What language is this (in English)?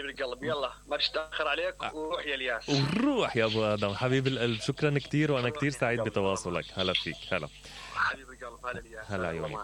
Mesopotamian Arabic